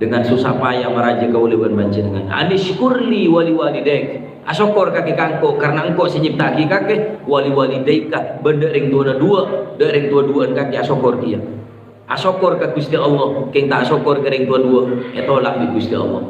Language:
Madurese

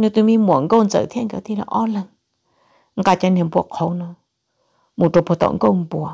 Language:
Hmong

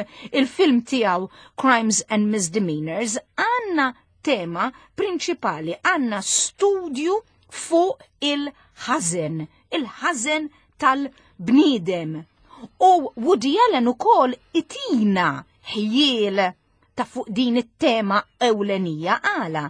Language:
Maltese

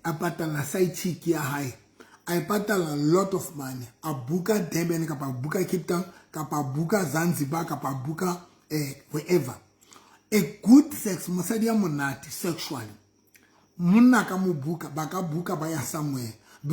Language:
Southern Sotho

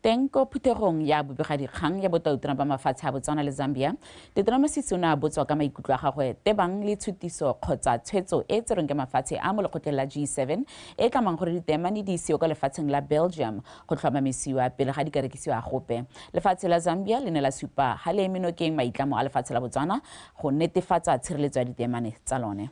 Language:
Tswana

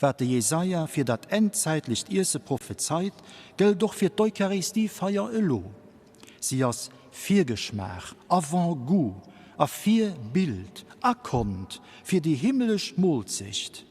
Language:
Luxembourgish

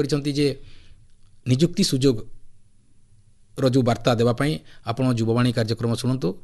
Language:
Odia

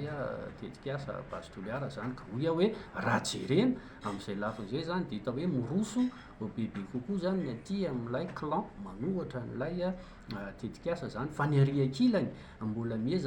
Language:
Malagasy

